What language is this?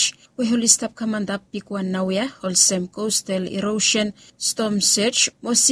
Bislama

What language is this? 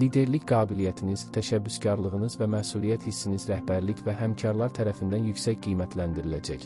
Azerbaijani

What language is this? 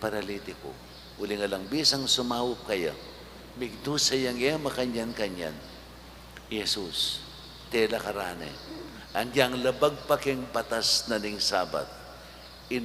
Pampanga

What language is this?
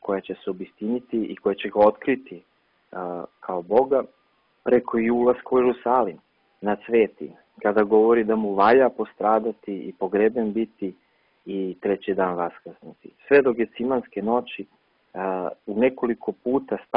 Serbian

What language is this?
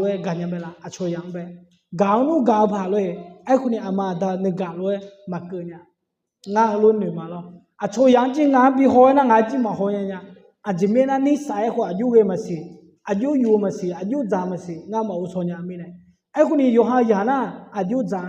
Akha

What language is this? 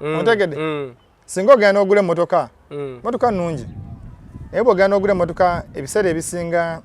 Ganda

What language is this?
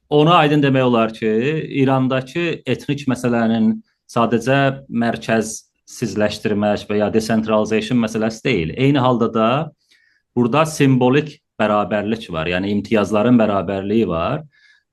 South Azerbaijani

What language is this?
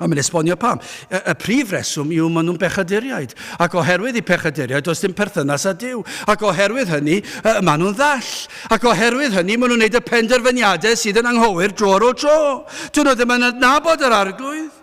Welsh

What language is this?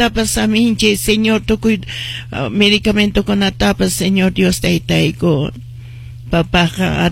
Quechua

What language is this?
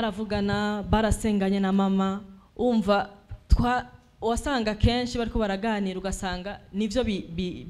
Rundi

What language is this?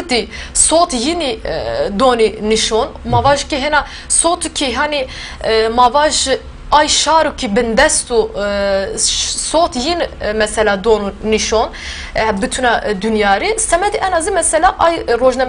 Zaza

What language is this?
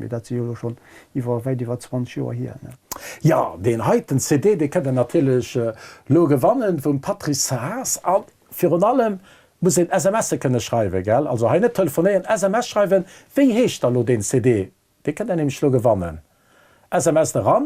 Luxembourgish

